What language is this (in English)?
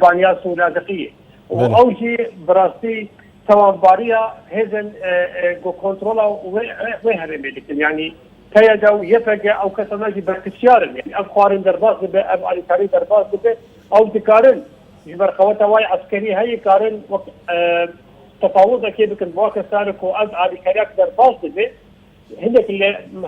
Kurdish